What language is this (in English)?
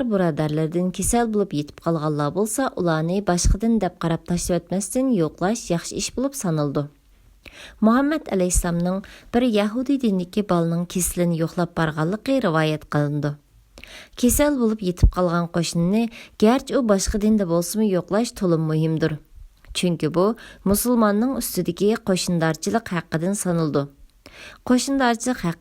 Uyghur